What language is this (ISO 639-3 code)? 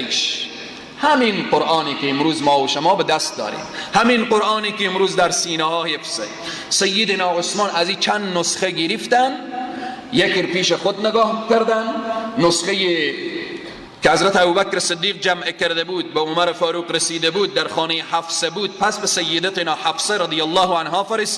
fas